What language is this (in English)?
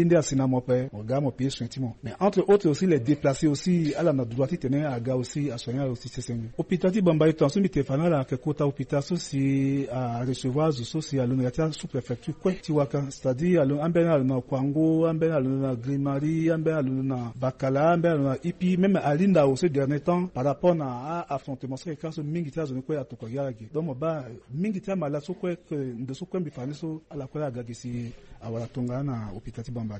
Sango